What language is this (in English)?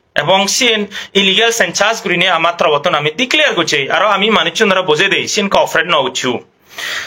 Chakma